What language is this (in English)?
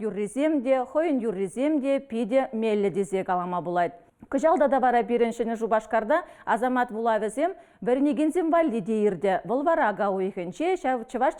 Chuvash